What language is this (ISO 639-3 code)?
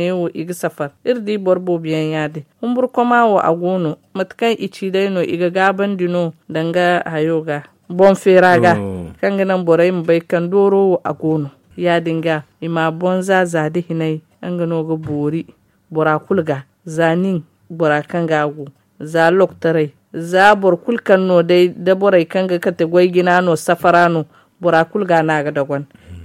dje